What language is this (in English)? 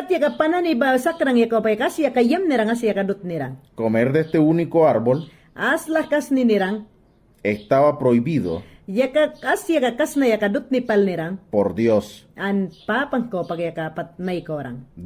Mayangna